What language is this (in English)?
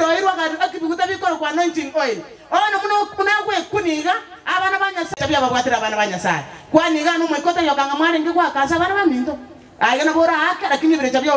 Gusii